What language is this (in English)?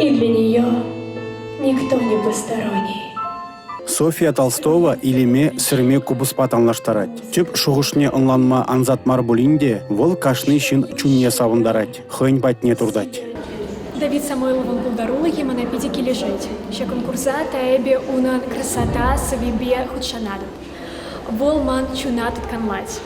Chuvash